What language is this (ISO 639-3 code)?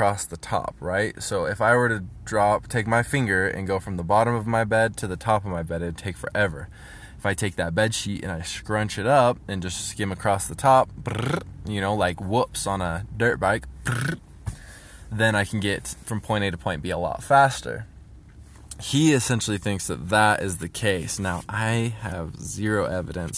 eng